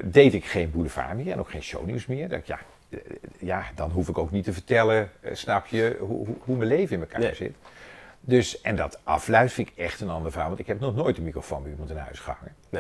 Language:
Dutch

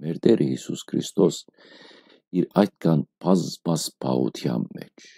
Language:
Western Armenian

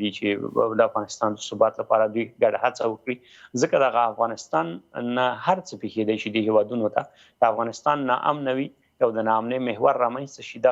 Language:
Pashto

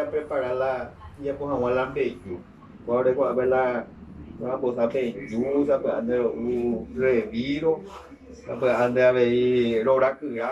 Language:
Guarani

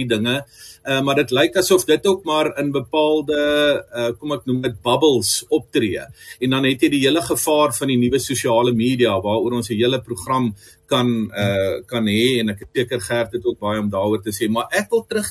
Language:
Afrikaans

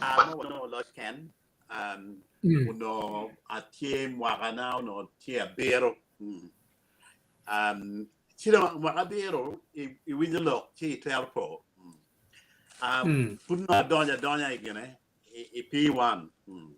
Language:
Acoli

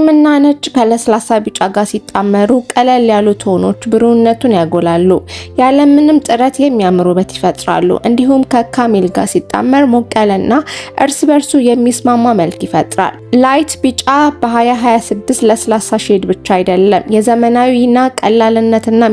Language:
Amharic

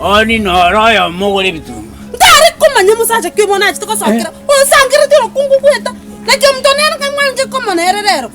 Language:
Gusii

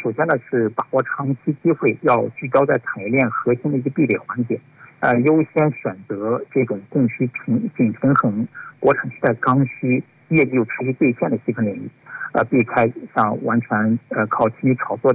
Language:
Chinese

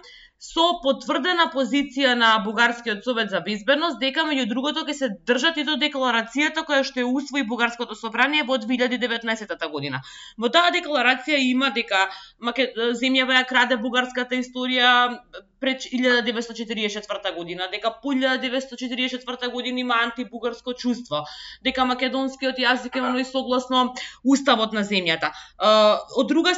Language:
Macedonian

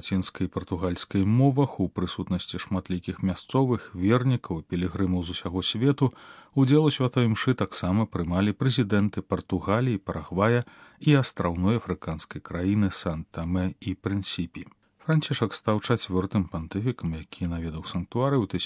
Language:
Belarusian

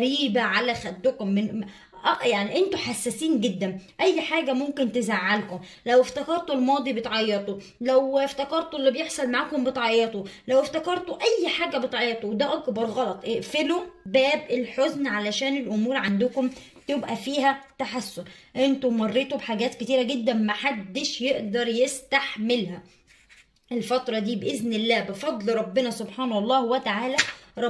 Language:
Egyptian Arabic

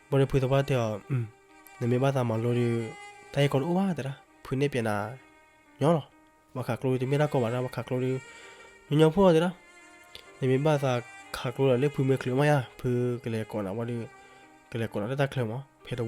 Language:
S'gaw Karen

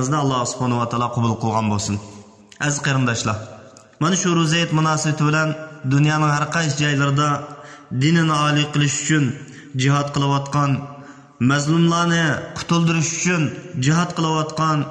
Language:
Uyghur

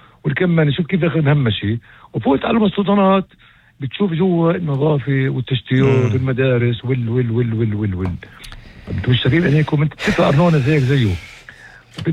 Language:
North Levantine Arabic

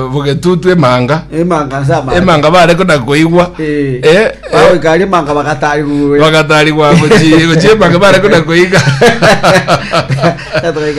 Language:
Gusii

